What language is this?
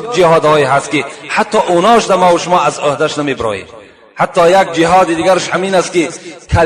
Tajik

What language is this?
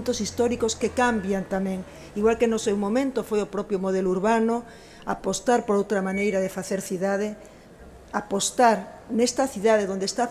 Galician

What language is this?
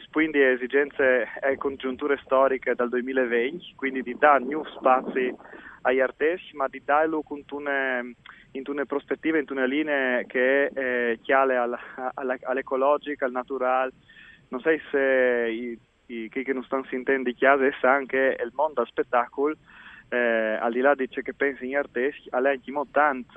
Friulian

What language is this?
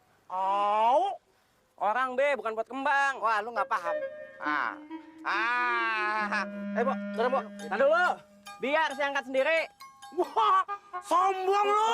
Betawi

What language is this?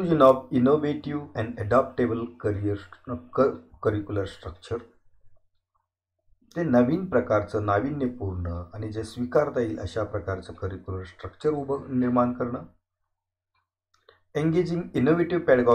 Marathi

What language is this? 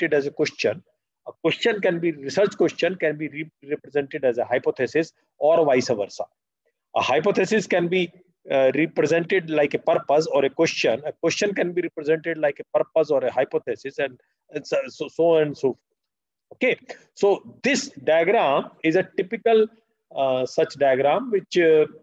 English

